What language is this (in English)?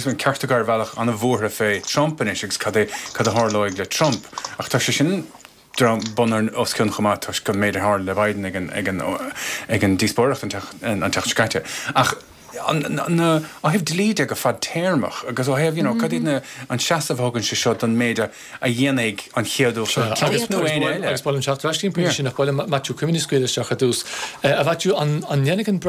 Irish